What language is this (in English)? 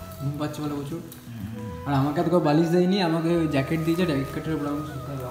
Bangla